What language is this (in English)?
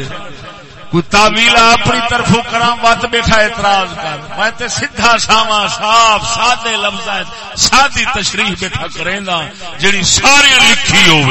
Saraiki